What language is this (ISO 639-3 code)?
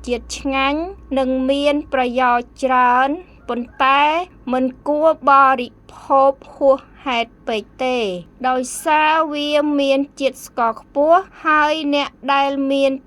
khm